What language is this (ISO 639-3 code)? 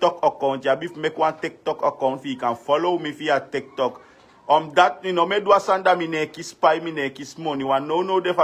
srn